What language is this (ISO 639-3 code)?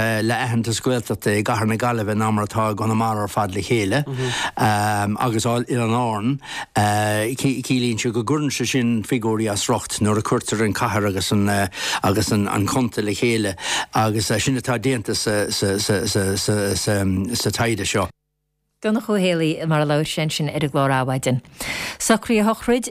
gle